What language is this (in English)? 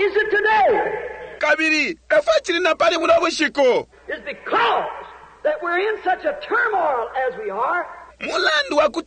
Bemba